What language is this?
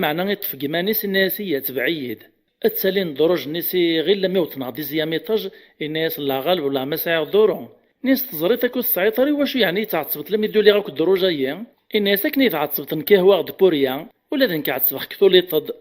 Kabyle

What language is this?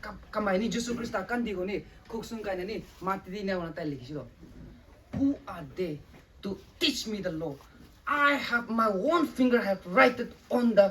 Rongmei Naga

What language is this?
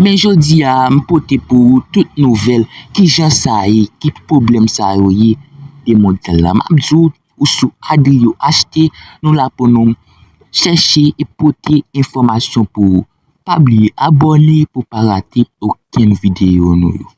Haitian Creole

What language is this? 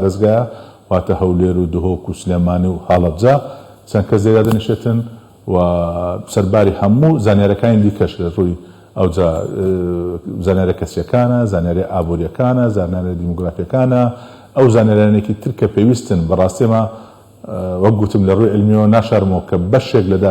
Central Kurdish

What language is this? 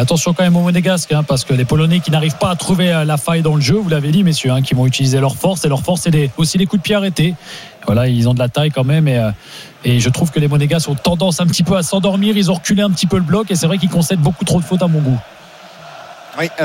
French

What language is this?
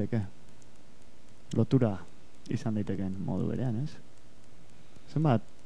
Basque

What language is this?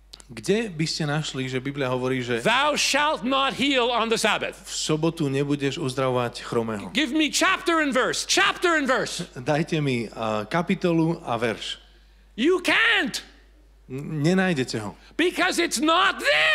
Slovak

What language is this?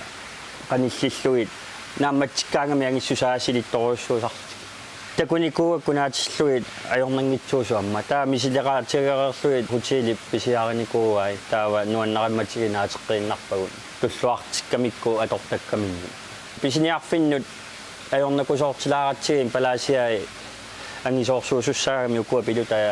Kalaallisut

